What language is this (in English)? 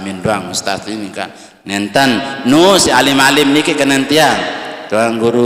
Sasak